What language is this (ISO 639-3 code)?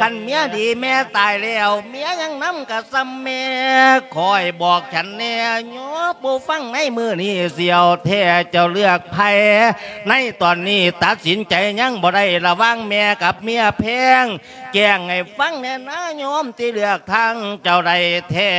lao